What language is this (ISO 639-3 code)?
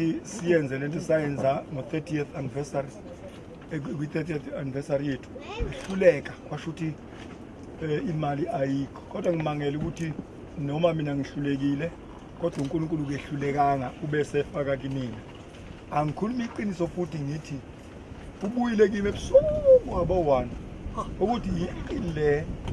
zul